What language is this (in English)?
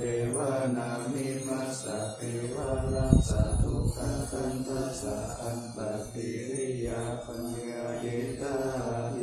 Pali